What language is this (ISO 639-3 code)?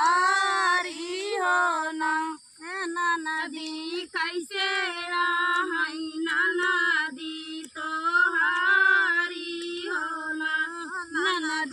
bho